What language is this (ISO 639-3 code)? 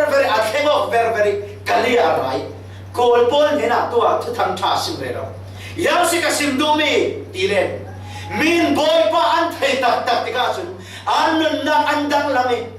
cfm